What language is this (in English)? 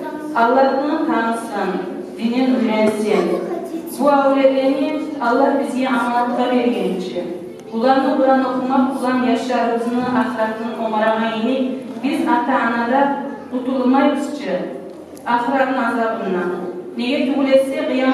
Kumyk